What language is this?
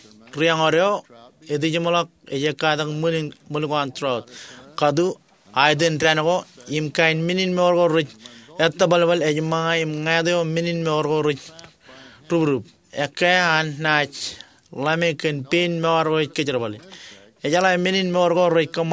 Marshallese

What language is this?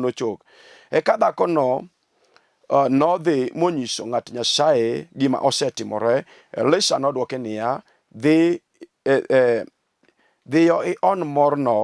Luo (Kenya and Tanzania)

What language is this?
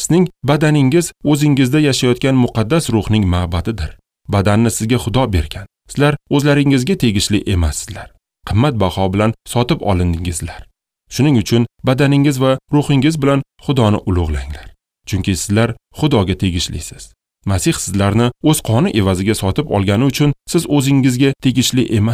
Uzbek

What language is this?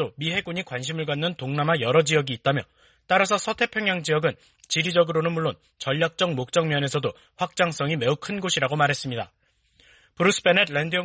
Korean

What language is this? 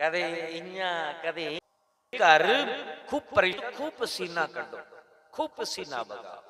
Dogri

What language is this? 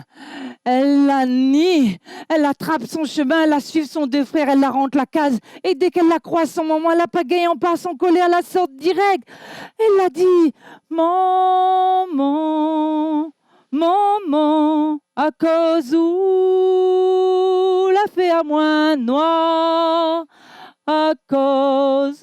Réunion Creole French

